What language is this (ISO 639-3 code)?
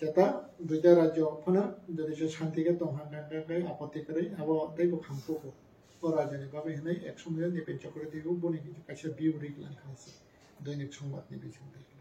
trp